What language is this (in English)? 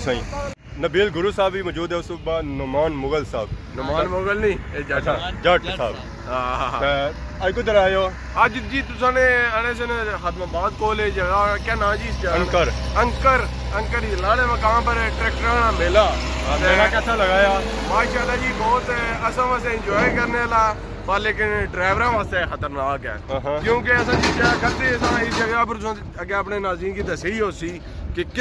Pahari-Potwari